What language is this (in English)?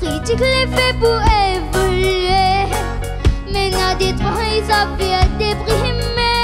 Réunion Creole French